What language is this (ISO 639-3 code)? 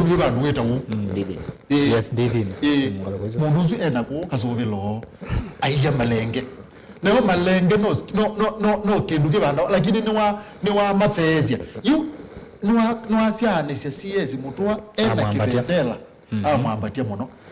kam